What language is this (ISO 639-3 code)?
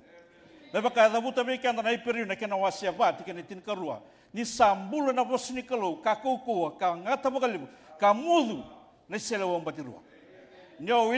fij